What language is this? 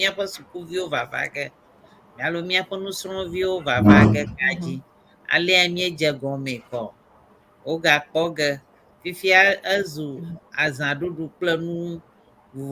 Ewe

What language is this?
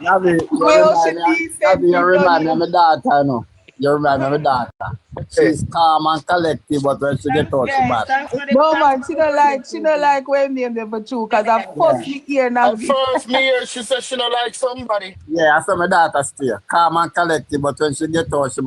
Jamaican Creole English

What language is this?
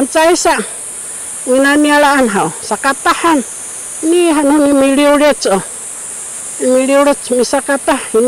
Sakizaya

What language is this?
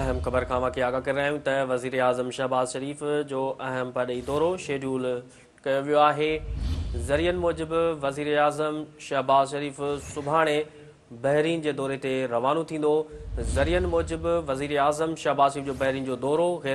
Sindhi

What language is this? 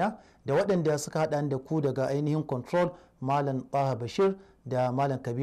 Hausa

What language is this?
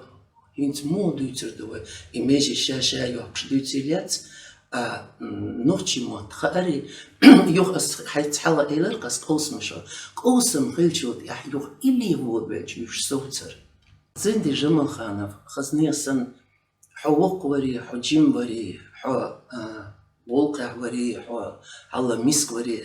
Chechen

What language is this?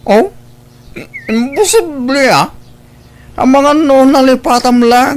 Iloko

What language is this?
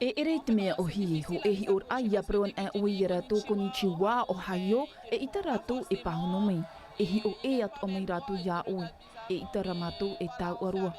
Tahitian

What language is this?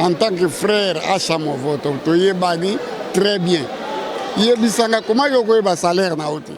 Lingala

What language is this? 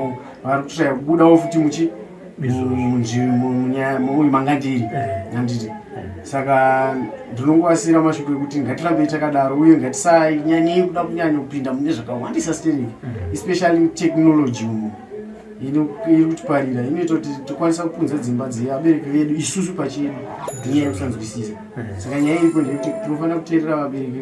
Shona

